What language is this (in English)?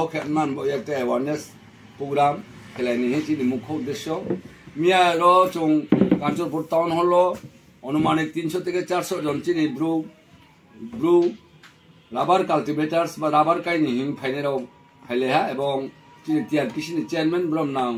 Riang (India)